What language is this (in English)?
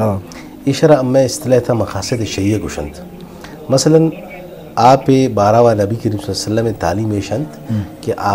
Eastern Balochi